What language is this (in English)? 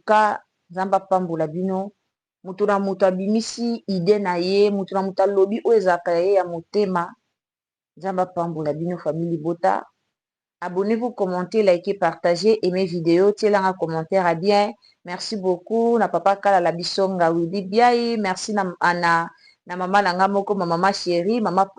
Lingala